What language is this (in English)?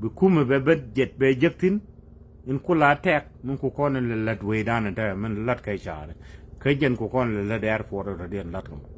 Nuer